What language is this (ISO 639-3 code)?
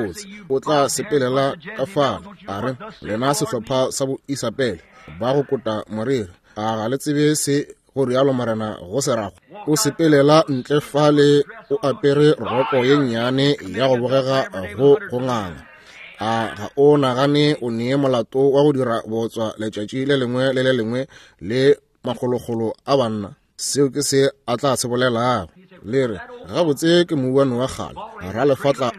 nso